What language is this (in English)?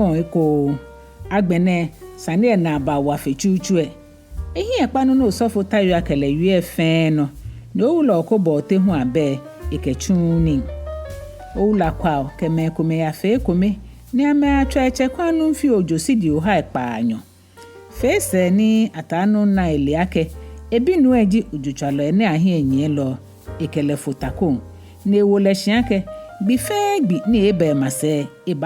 Ga